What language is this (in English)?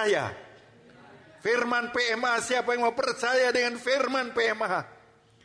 Indonesian